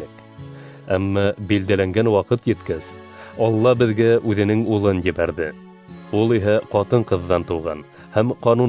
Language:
Bashkir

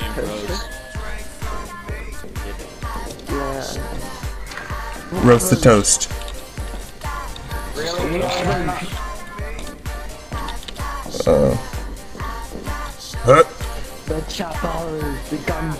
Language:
English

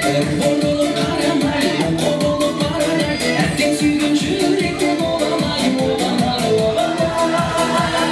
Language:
Kara-Kalpak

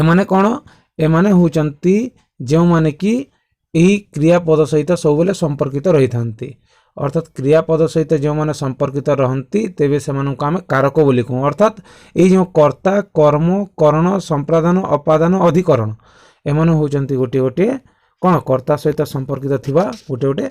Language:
Odia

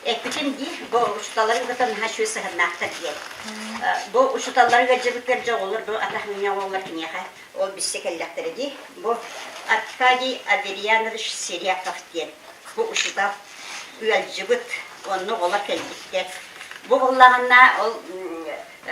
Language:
Yakut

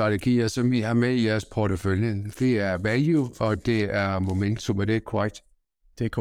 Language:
Danish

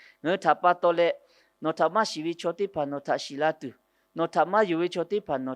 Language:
Lahu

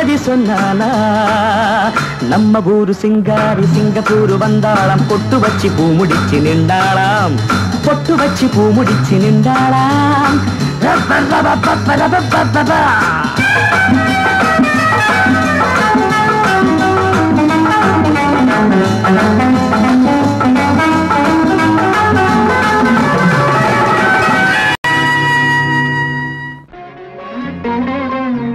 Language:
Tamil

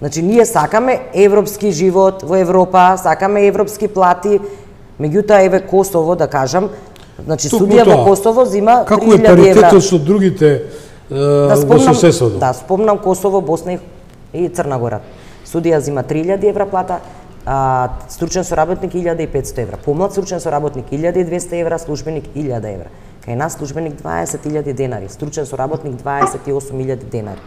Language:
Macedonian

